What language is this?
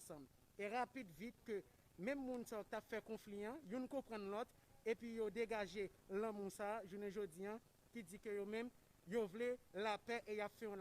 Haitian Creole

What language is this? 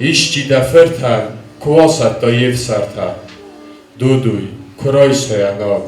Ossetic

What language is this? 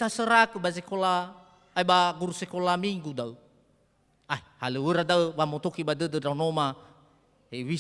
Nias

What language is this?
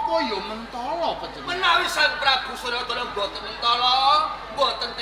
Javanese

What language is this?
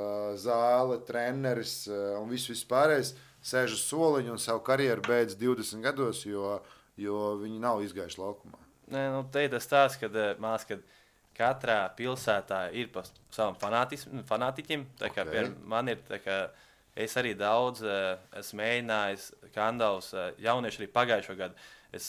Latvian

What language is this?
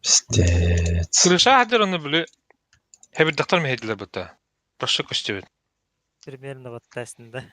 Yakut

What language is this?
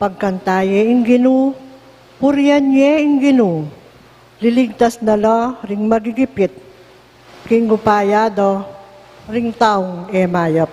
Pampanga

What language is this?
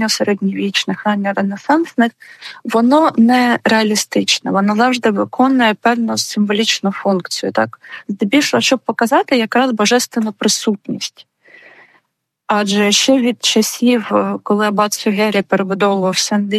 Ukrainian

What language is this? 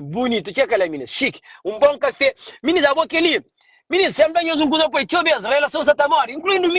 Kabuverdianu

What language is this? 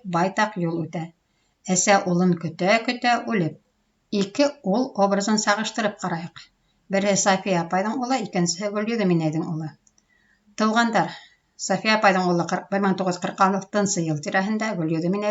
Bashkir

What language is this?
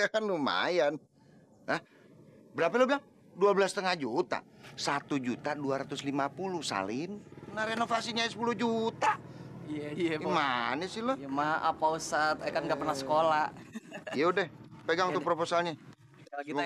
Betawi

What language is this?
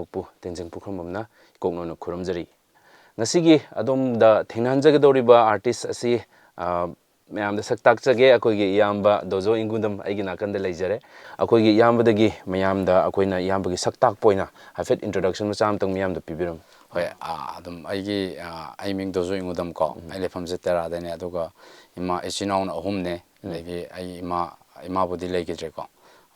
Manipuri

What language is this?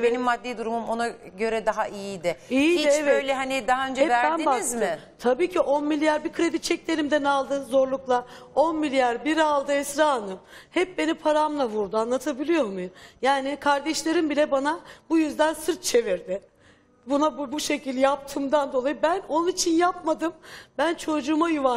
Turkish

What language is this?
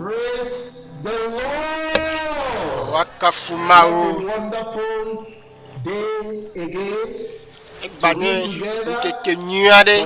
Ewe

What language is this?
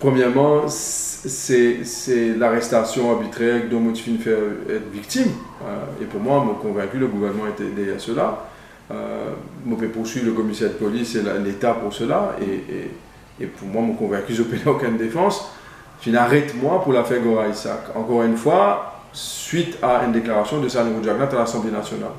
Morisyen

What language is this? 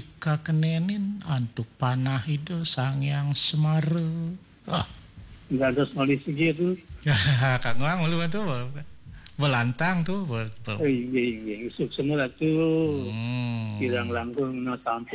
Balinese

